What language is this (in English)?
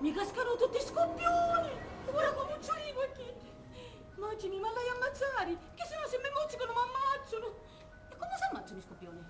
Sicilian